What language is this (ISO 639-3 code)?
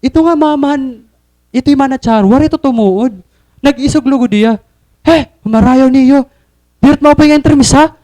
war